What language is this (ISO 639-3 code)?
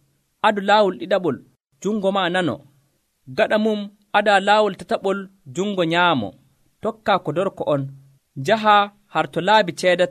fuv